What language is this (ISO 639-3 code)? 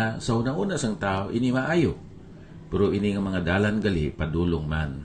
hil